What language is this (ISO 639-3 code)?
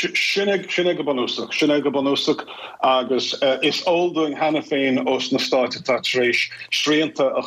gle